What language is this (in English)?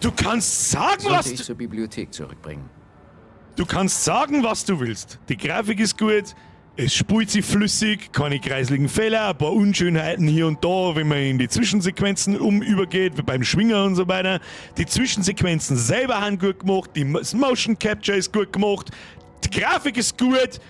Bavarian